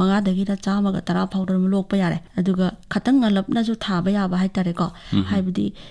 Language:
Manipuri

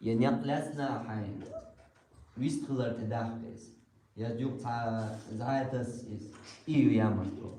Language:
Chechen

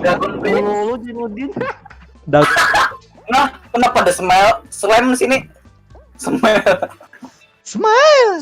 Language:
Banjar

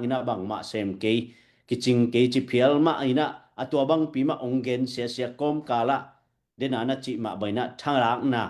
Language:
Tedim Chin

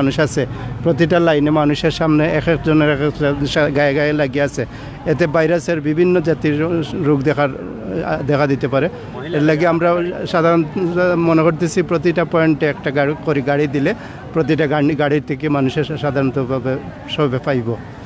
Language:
Sylheti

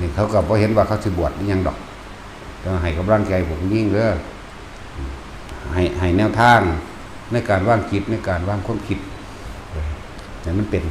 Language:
Northeastern Thai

